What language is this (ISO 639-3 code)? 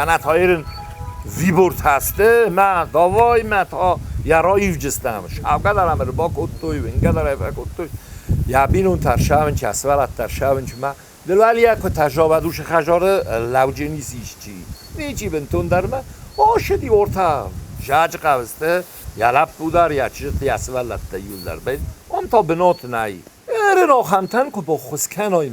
oss